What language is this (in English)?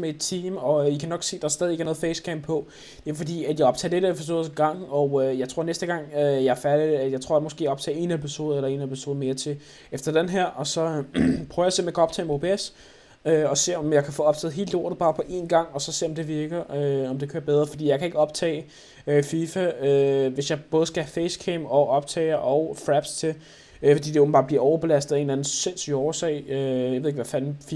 Danish